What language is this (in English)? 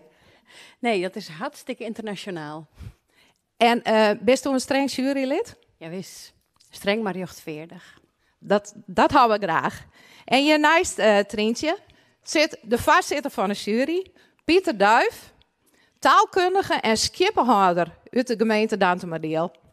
Western Frisian